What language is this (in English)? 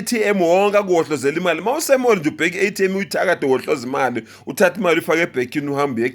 Zulu